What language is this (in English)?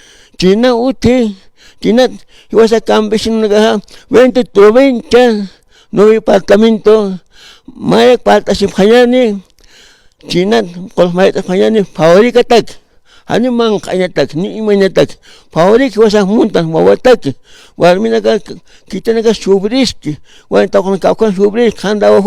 Aymara